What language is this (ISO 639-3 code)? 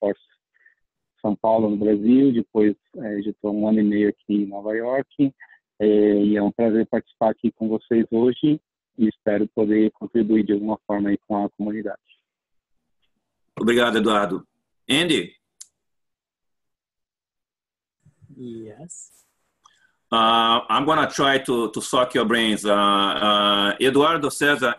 por